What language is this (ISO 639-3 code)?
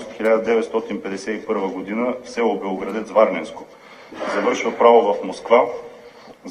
bul